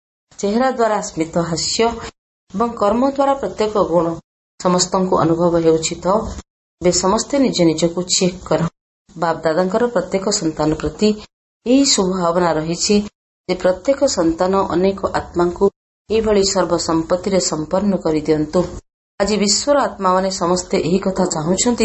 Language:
Odia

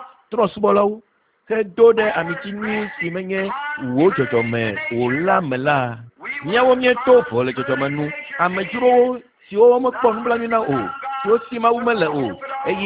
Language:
Ewe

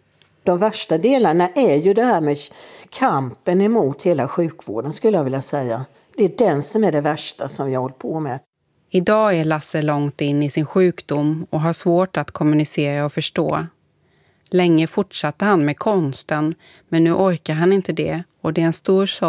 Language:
Swedish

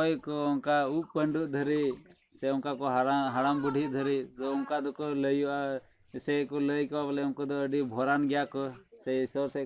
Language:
Santali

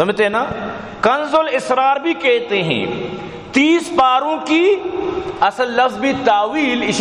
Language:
Baluchi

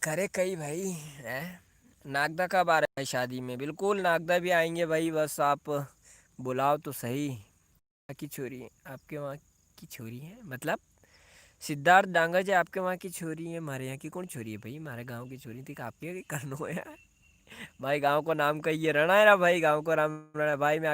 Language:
Rajasthani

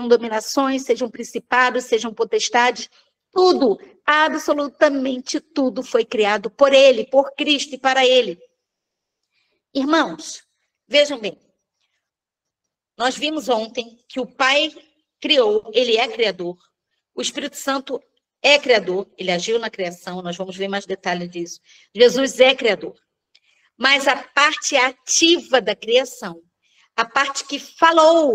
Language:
Portuguese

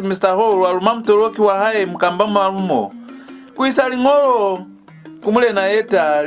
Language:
Lozi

